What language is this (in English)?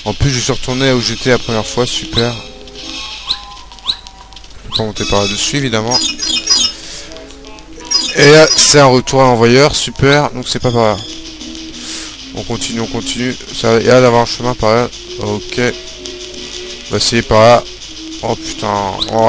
French